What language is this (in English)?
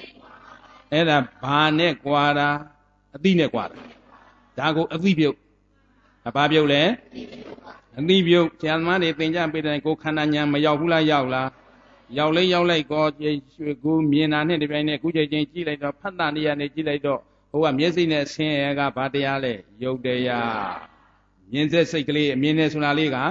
Burmese